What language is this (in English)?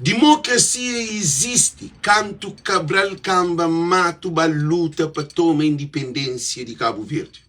Kabuverdianu